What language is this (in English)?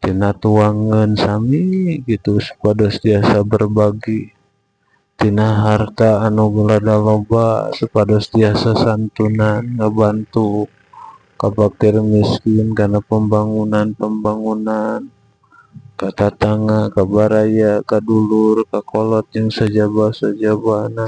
Sundanese